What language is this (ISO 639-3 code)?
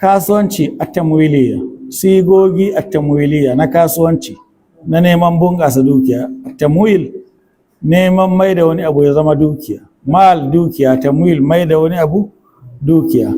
hau